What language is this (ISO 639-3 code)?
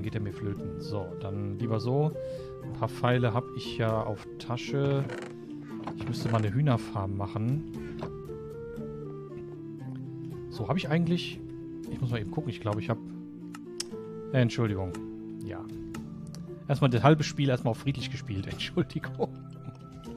deu